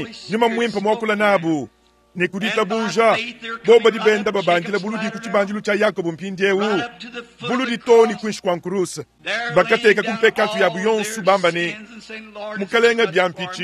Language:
Luba-Lulua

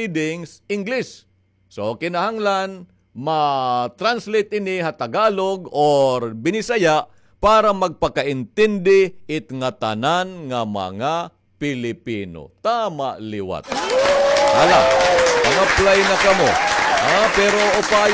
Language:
Waray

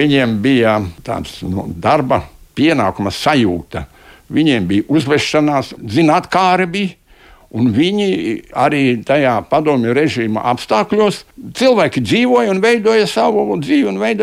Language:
Latvian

